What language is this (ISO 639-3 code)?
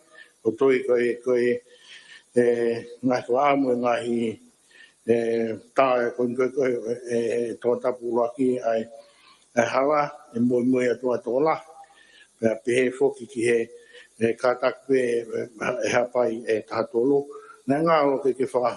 ton